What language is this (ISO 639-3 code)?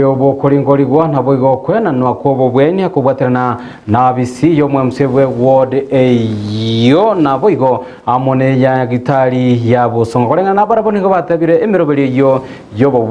guz